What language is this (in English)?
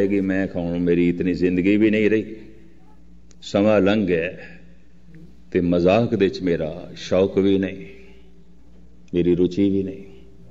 Punjabi